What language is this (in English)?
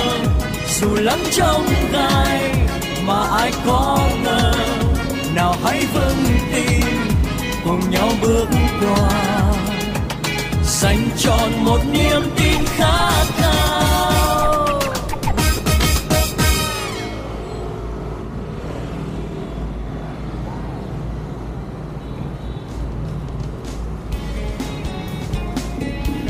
Vietnamese